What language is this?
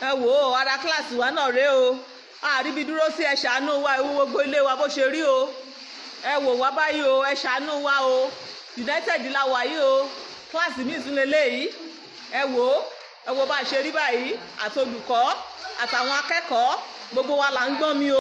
Yoruba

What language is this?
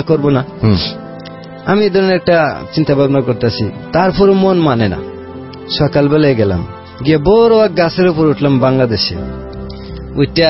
Bangla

